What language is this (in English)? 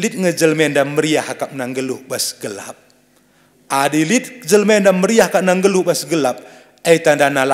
Batak Karo